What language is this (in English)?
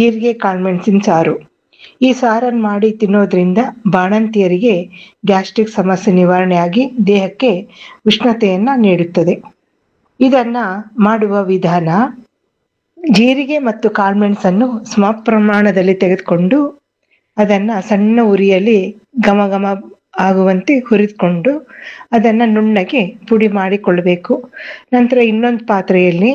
Kannada